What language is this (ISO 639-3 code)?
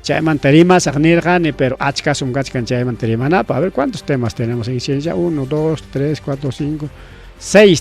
quy